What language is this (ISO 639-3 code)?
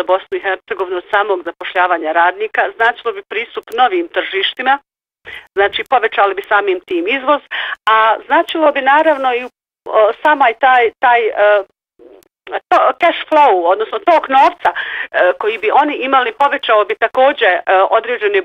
bos